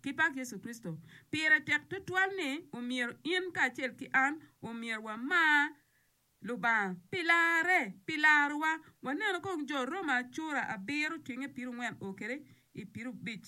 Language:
Acoli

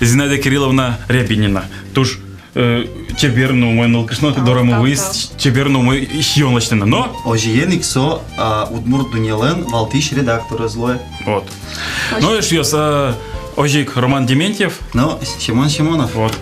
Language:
Udmurt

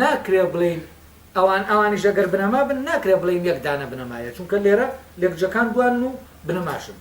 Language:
Central Kurdish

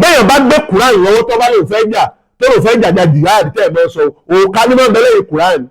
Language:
Yoruba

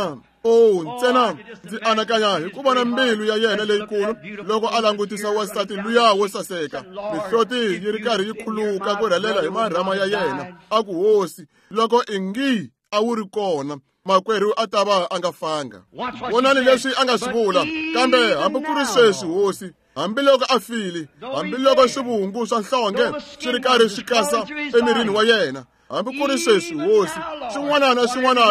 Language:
Tsonga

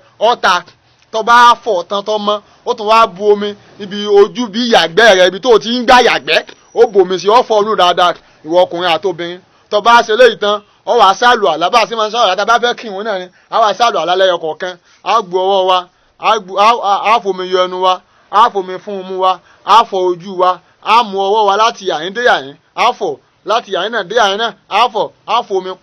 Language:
Yoruba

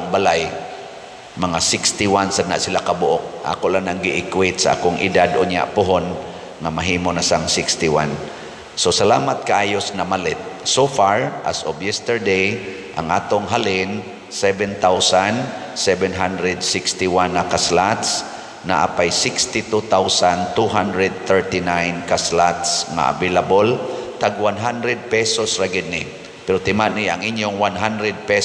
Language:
Cebuano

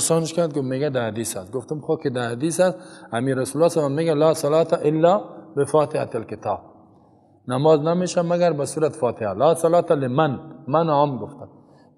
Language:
Persian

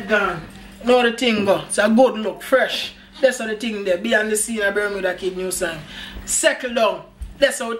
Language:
Jamaican Creole English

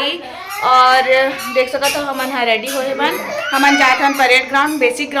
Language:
Chhattisgarhi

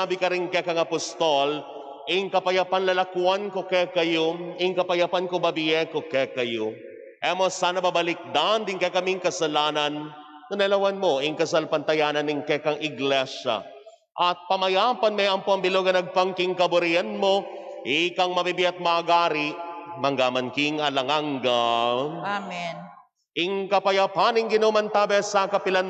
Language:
Pampanga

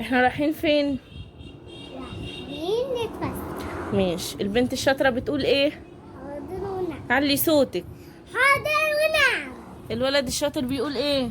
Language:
Egyptian Arabic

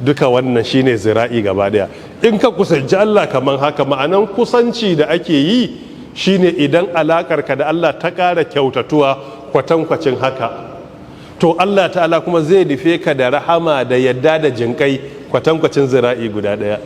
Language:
Hausa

